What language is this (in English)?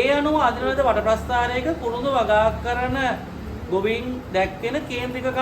Sinhala